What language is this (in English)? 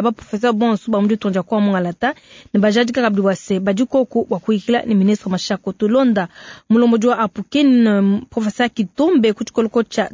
Luba-Lulua